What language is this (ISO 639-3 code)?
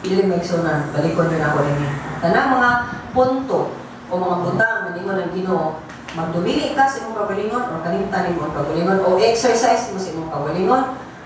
ceb